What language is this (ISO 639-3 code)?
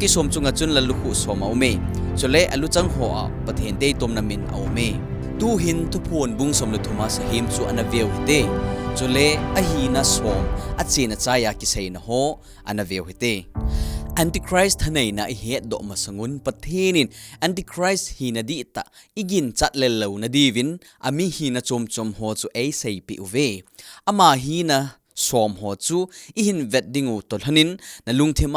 tcz